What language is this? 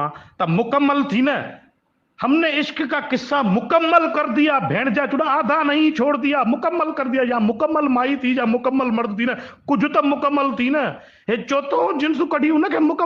Sindhi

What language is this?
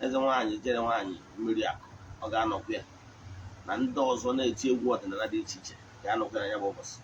Igbo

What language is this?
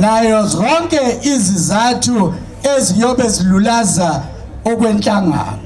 Zulu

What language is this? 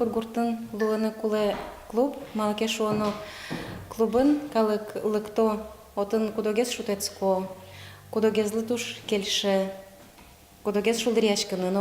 Udmurt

